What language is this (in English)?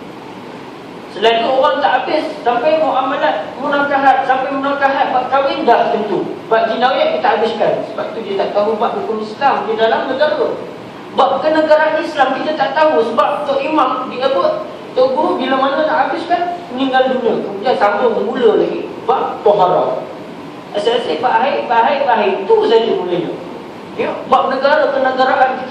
Malay